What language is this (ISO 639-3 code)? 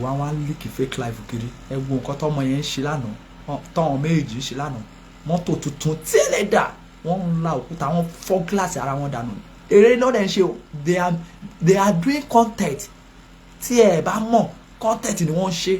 yor